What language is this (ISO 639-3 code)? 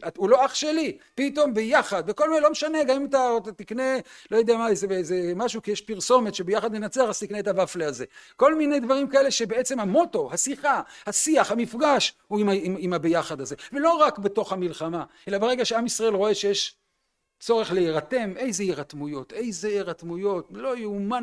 heb